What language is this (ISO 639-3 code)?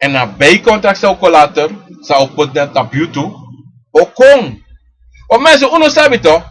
srn